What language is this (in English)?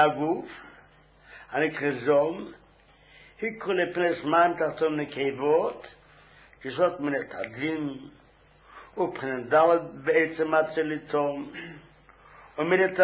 Hebrew